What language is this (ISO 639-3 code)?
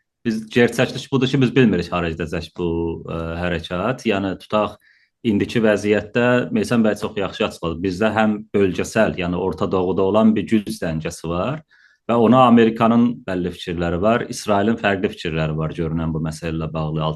azb